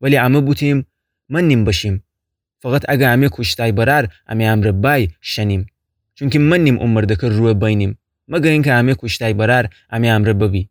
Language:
Gilaki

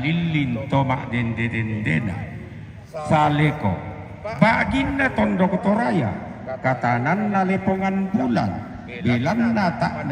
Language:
Toraja-Sa'dan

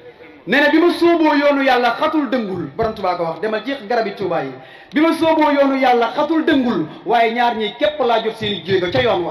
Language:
Wolof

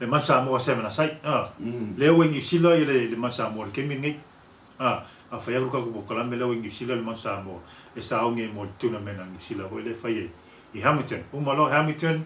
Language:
Samoan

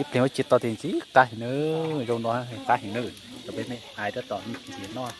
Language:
Hmong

